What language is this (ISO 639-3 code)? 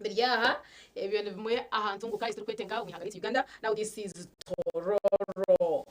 nyn